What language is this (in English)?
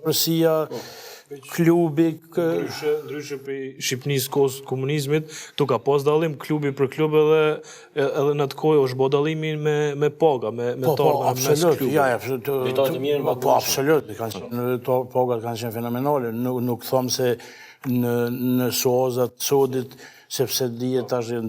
Albanian